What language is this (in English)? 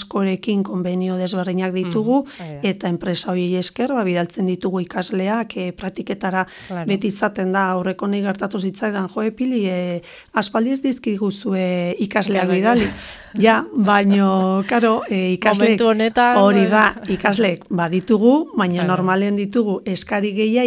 Basque